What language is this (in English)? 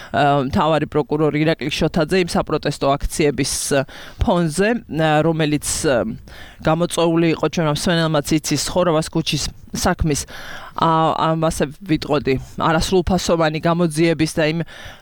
Georgian